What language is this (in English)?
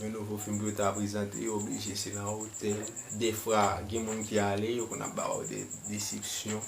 Haitian Creole